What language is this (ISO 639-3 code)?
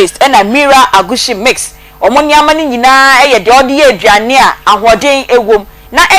aka